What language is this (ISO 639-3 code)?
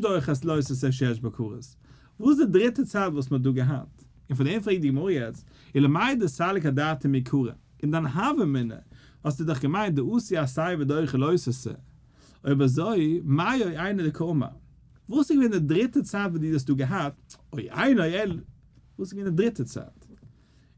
yid